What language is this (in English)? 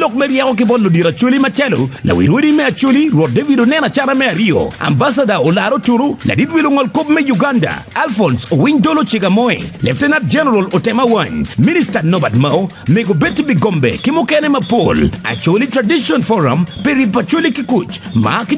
Acoli